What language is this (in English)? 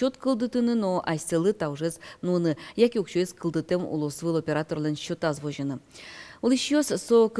Udmurt